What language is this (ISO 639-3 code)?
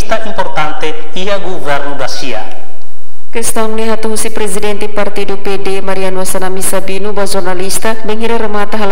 tet